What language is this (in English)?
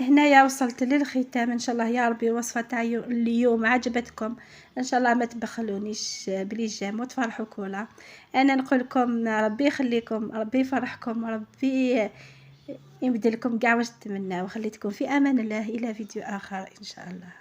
Algerian Arabic